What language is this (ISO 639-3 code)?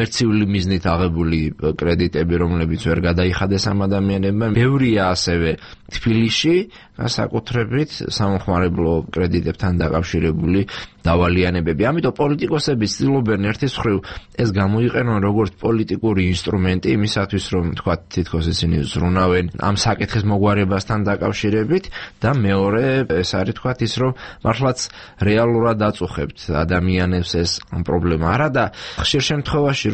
kat